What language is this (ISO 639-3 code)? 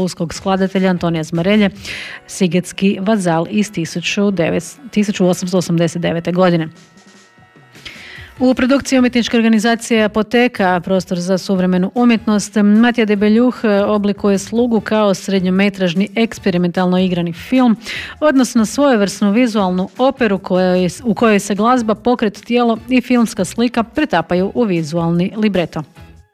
hrv